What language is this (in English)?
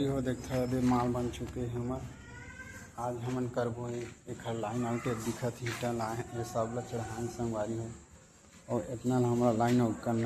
Chhattisgarhi